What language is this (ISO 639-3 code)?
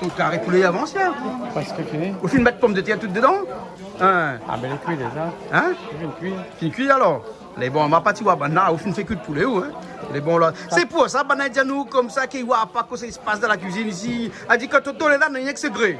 rcf